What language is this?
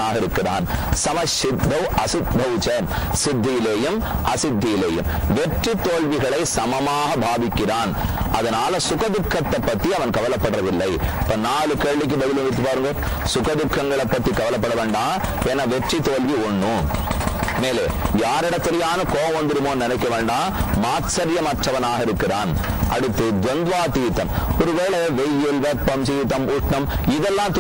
Tamil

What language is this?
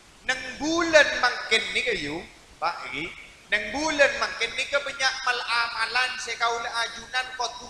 Madurese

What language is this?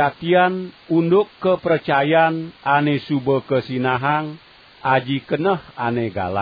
Balinese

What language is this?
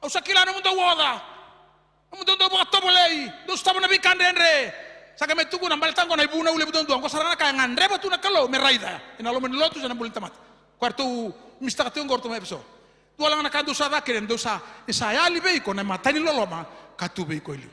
Fijian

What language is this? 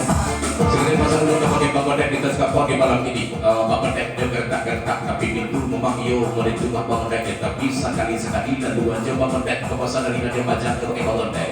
Minangkabau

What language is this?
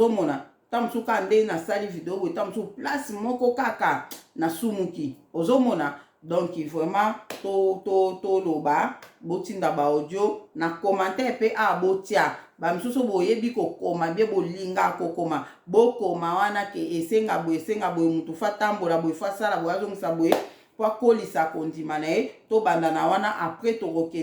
Lingala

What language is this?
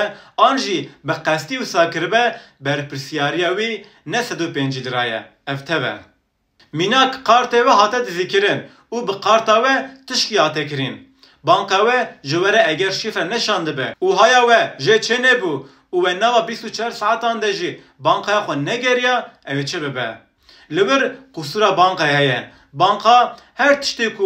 Kurdish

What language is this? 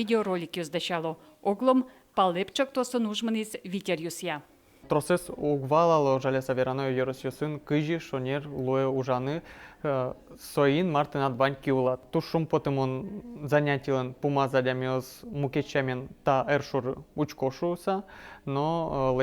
Udmurt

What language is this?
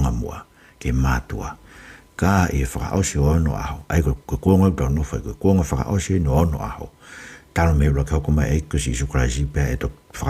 Tongan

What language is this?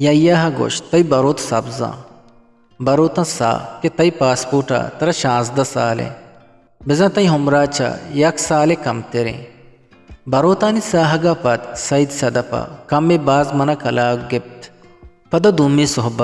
Eastern Balochi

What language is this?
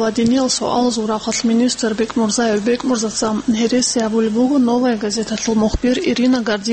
Avaric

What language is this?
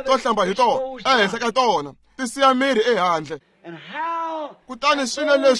Tsonga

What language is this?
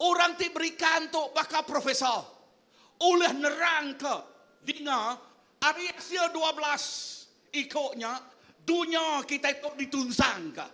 Iban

